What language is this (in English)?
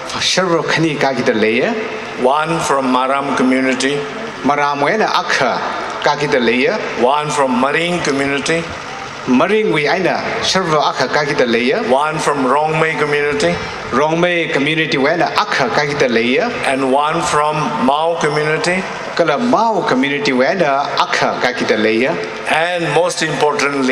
Tangkhul Naga (India)